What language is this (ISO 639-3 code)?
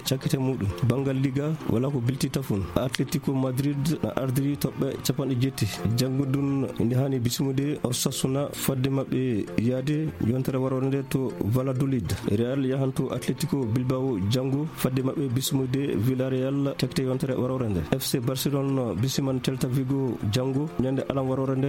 ful